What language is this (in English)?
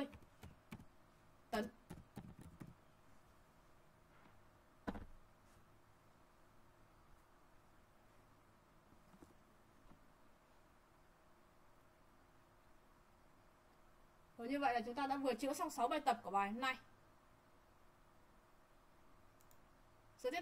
Vietnamese